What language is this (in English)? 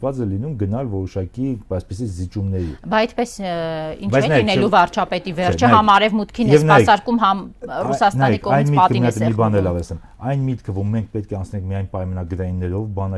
Armenian